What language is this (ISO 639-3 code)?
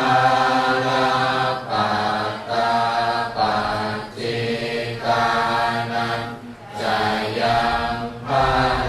pli